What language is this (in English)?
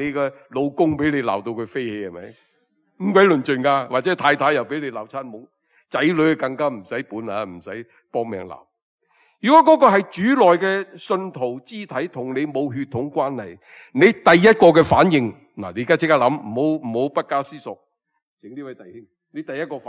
Cantonese